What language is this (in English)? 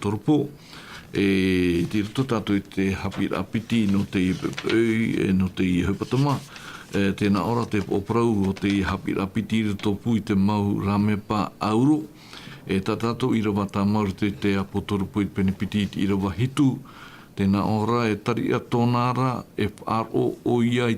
Tahitian